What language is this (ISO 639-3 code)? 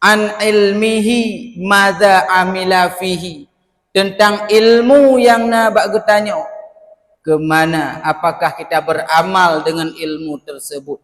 ace